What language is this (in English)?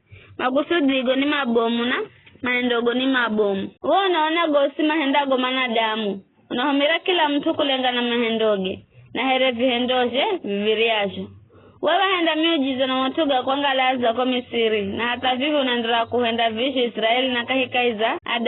Giryama